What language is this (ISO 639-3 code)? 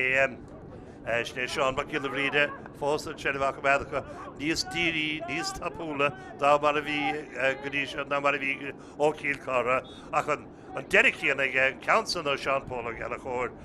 gle